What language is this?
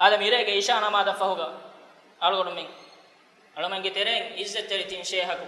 Divehi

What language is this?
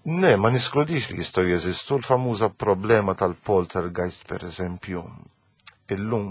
Maltese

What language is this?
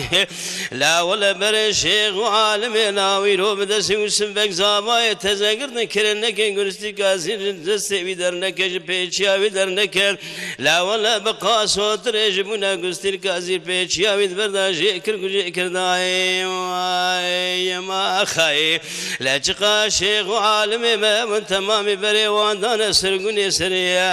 Kurdish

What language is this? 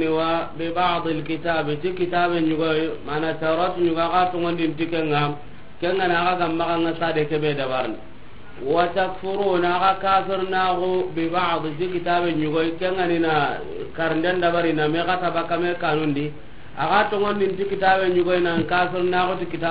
Soninke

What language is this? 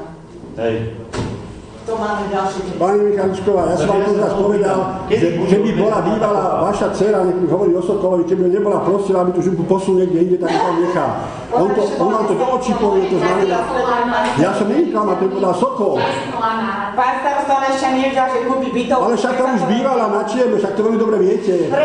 Slovak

